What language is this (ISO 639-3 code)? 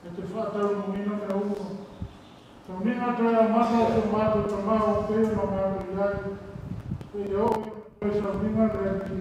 smo